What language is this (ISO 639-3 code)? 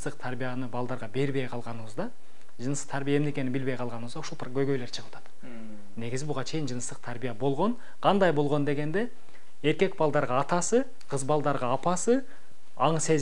kir